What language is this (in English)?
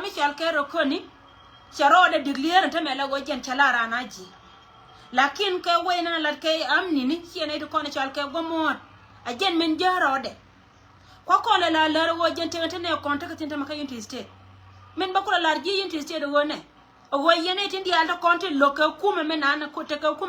Nuer